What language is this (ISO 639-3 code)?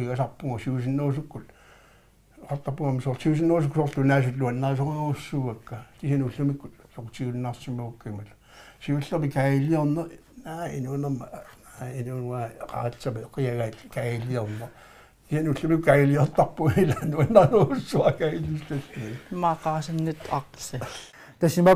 kal